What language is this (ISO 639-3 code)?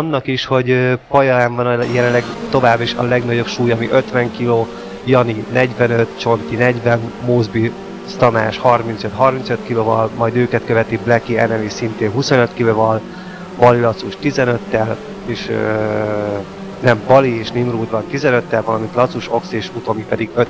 hun